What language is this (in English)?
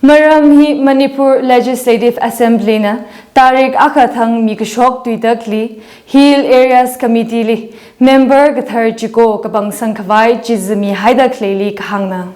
Tangkhul Naga (India)